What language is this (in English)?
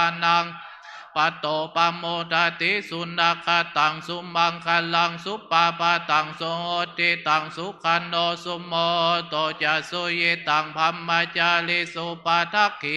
Pali